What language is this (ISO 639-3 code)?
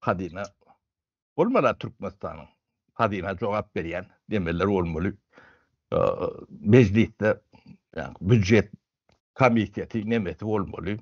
tuk